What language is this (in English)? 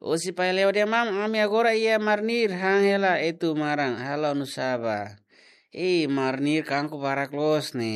Tetum